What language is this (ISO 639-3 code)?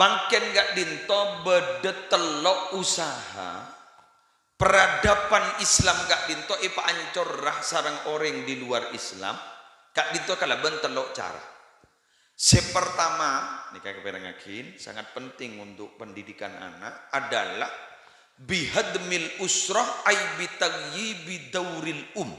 mad